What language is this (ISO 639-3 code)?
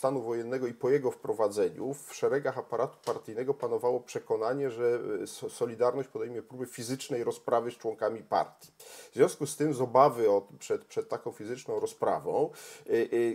pol